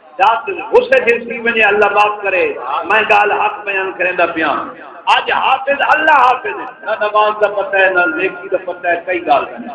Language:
Saraiki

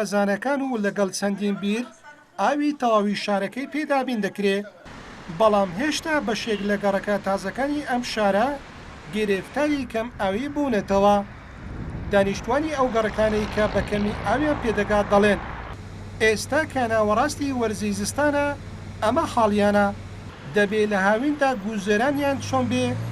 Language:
Central Kurdish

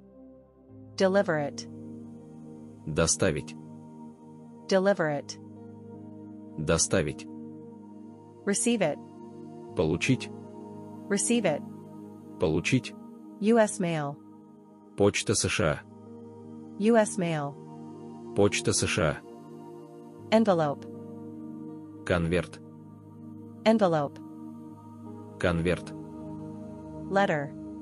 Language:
Russian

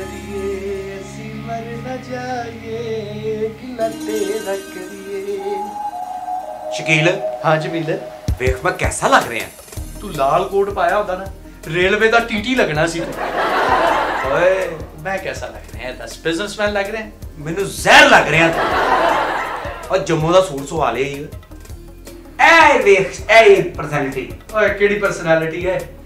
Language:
Punjabi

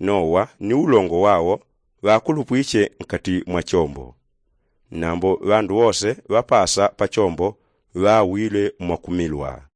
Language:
Yao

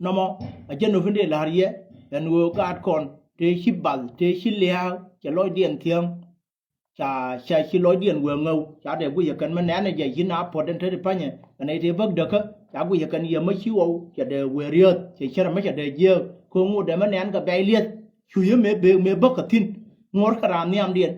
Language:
Nuer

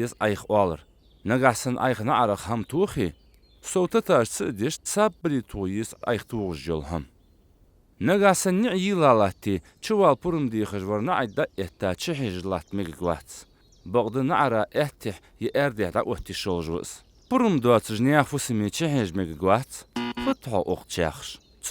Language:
Ingush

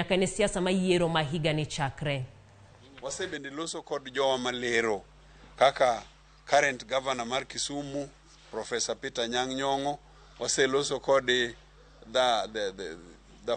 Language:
Luo (Kenya and Tanzania)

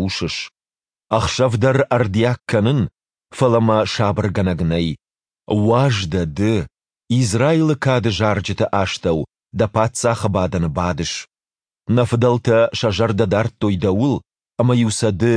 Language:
Ossetic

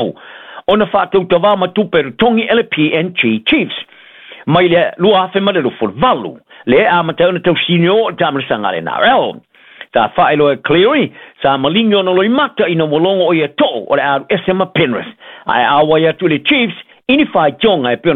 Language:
Samoan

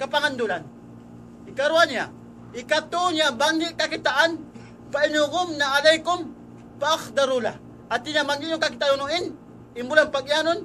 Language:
Tausug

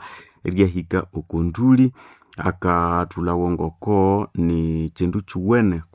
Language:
Nande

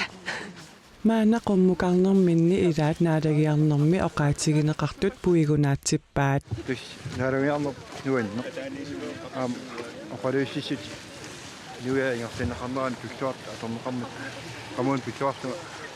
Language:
Kalaallisut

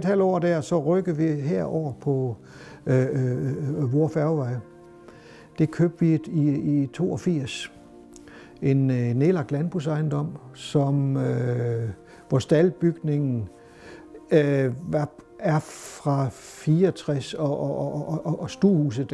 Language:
Danish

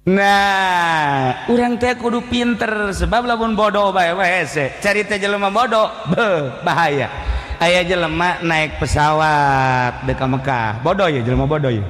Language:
Sundanese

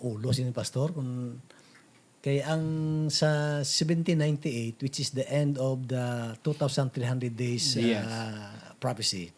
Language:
Hiligaynon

